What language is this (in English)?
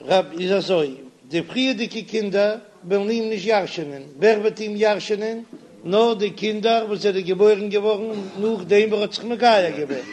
Yiddish